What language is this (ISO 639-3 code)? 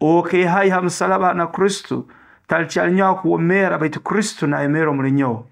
nyo